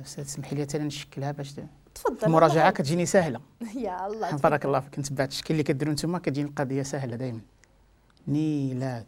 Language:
Moroccan Arabic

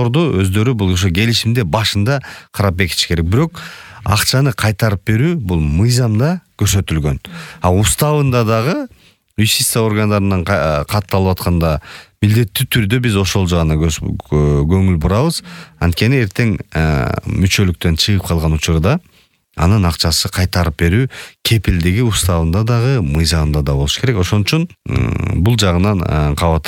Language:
Kyrgyz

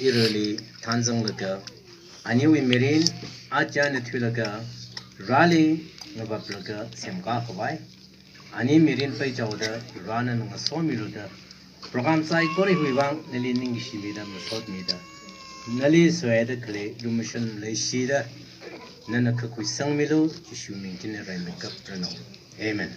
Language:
Tangkhul Naga (India)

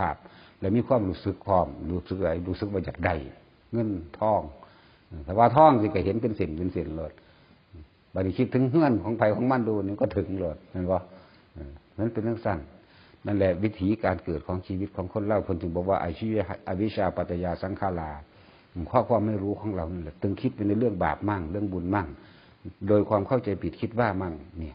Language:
Northeastern Thai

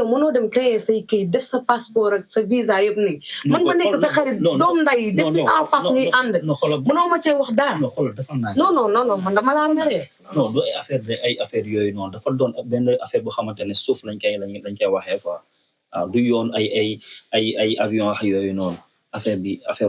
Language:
Wolof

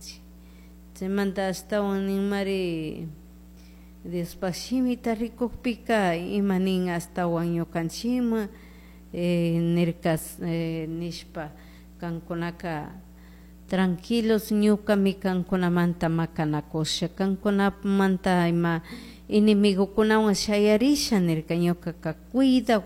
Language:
Chimborazo Highland Quichua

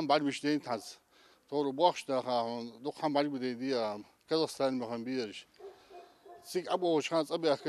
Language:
Ingush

